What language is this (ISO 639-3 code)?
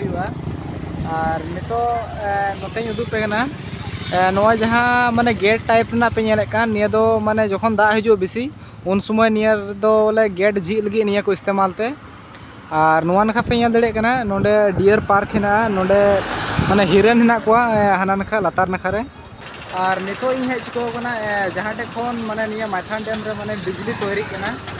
sat